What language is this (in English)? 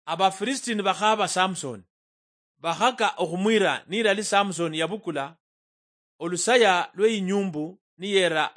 Luyia